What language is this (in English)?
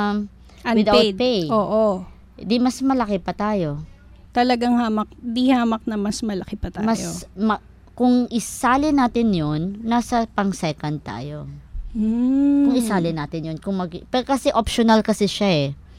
Filipino